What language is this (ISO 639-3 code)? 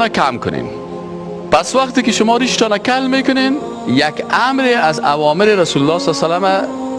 fas